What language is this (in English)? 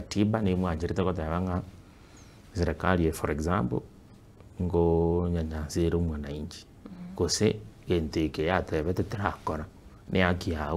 Gusii